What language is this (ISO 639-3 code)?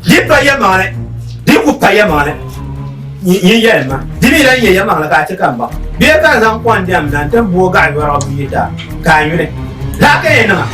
dag